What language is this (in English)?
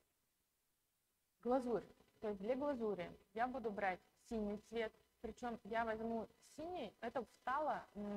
Russian